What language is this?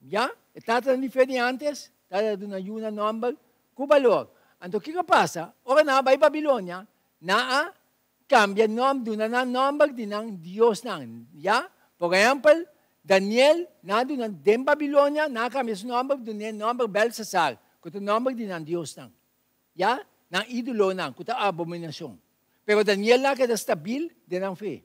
Papiamento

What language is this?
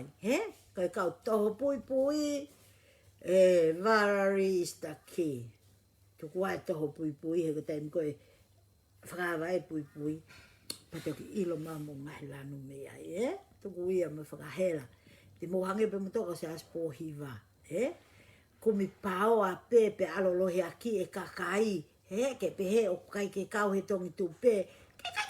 Tongan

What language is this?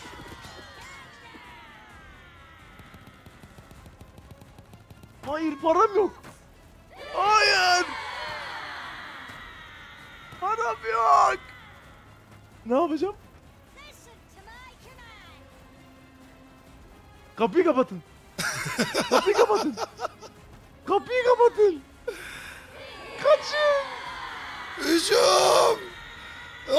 Turkish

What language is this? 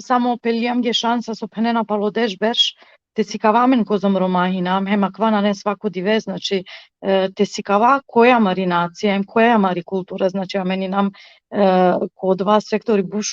Balkan Romani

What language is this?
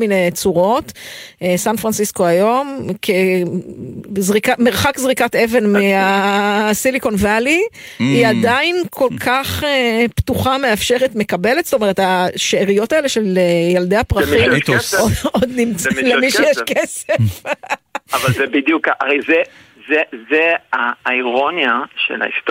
Hebrew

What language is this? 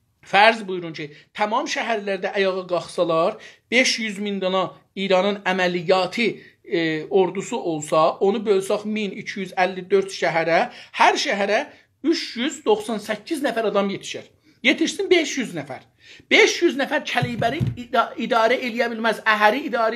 South Azerbaijani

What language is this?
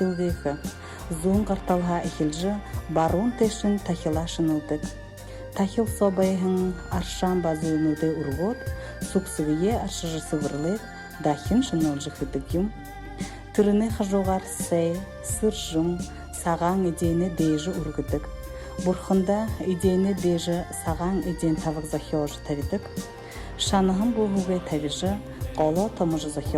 Buriat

